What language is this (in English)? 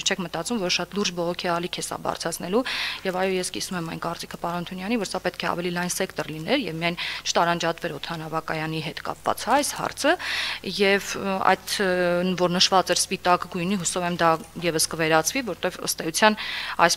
Armenian